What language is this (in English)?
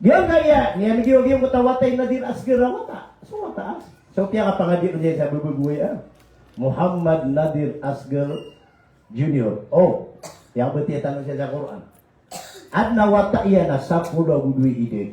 Maranao